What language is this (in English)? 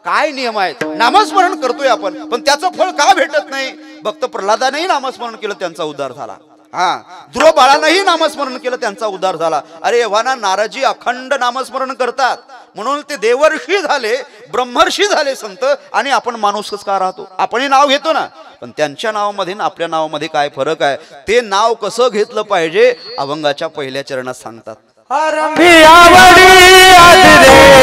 Marathi